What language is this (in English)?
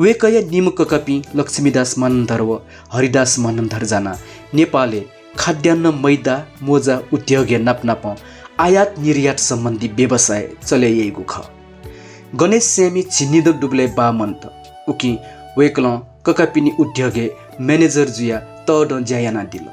Newari